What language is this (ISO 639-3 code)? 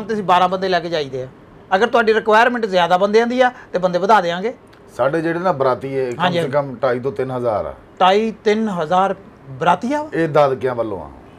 pan